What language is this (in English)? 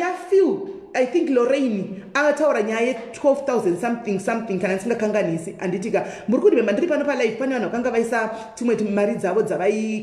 Shona